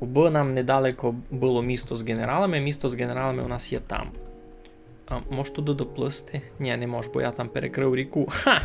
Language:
Rusyn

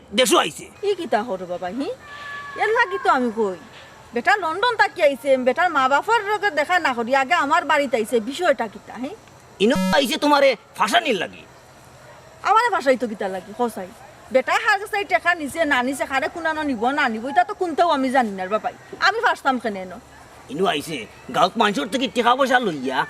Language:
Sylheti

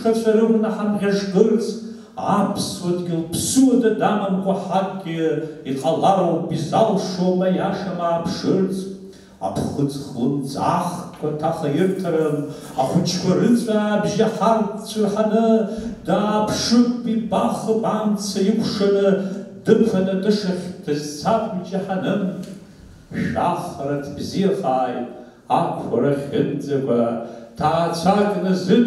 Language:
Abkhazian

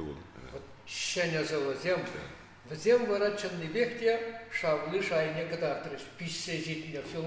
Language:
Chuvash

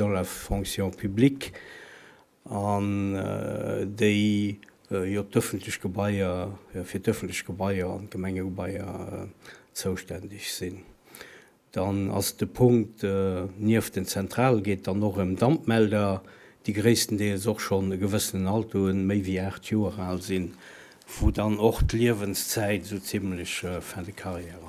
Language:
Luxembourgish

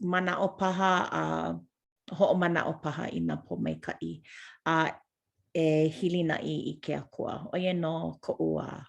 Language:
Hawaiian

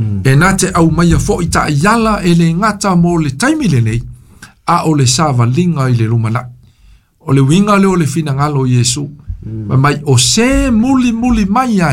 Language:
Samoan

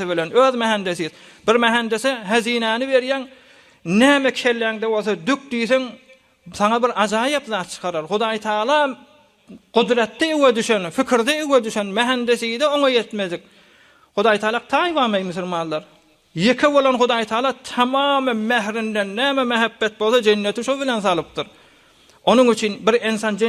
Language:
Turkmen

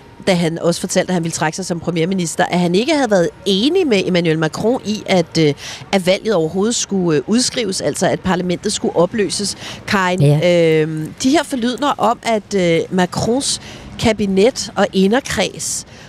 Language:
Danish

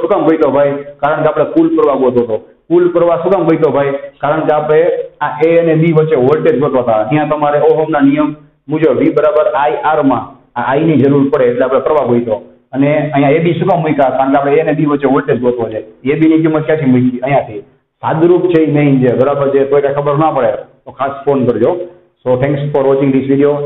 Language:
Gujarati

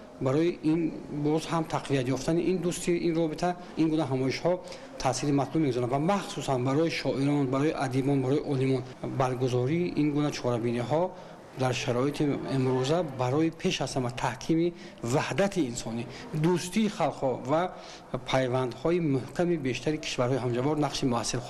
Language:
Tajik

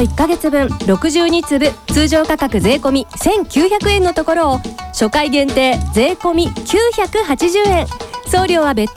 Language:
Japanese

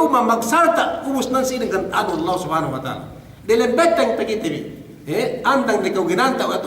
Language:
Yakan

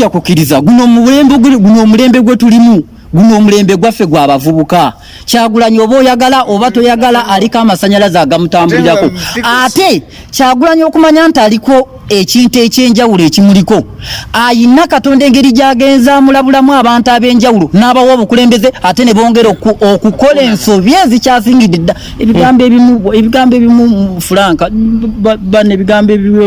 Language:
Ganda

